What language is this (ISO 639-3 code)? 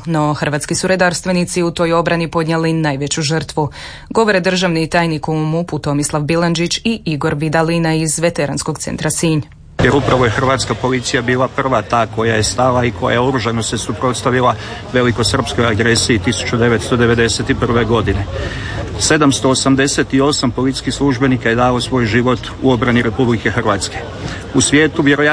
hrv